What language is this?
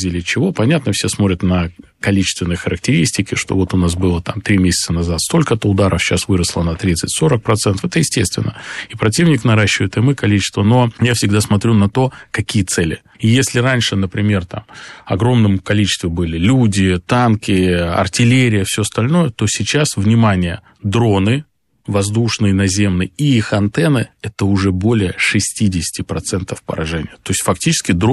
Russian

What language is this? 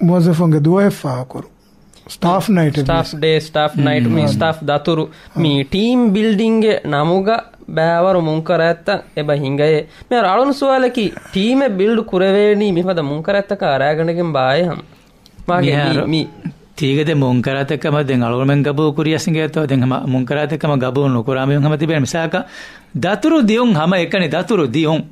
Divehi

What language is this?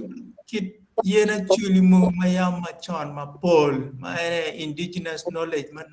Acoli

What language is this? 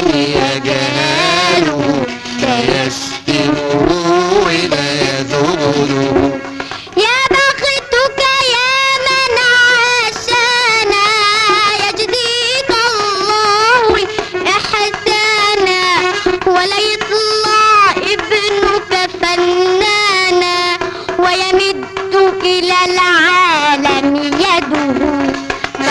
Egyptian Arabic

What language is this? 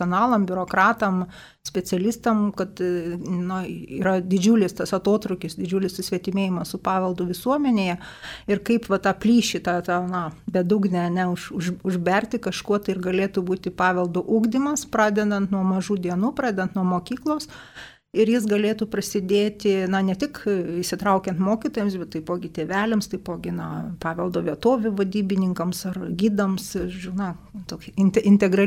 Lithuanian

